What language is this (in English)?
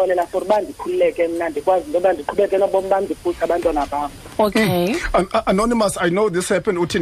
Xhosa